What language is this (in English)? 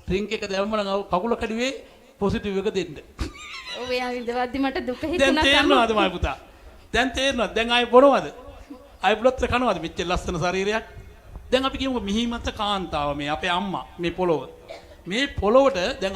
Sinhala